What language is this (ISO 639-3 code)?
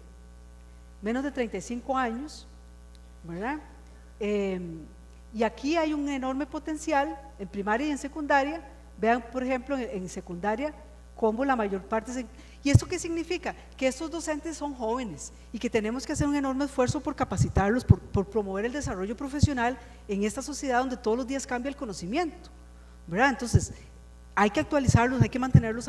spa